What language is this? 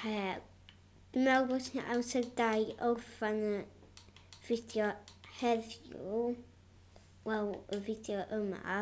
Welsh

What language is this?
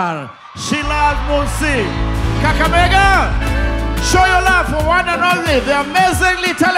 Swahili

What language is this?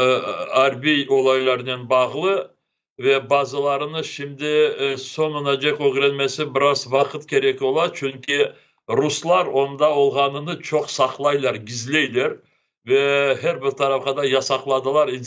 Crimean Tatar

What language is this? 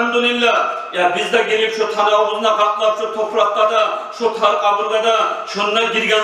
Kumyk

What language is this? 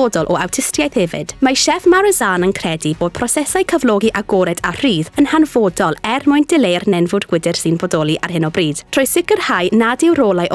Welsh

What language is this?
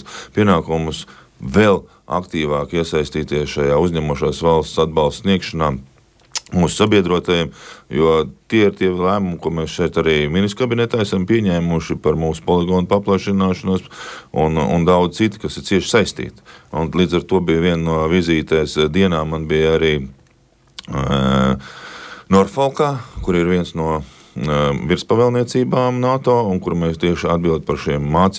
Latvian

